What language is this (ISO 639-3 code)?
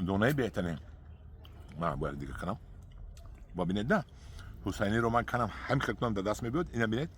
tgk